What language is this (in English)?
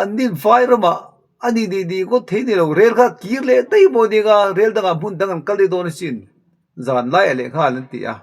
Mizo